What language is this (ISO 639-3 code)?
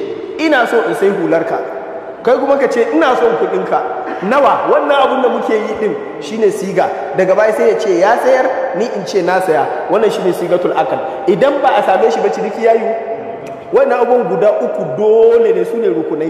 hau